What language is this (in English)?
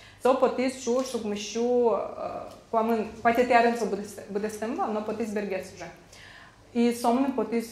Udmurt